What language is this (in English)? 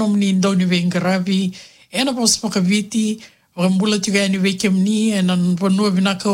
Fijian